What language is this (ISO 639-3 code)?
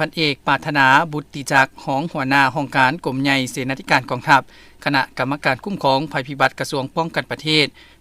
lao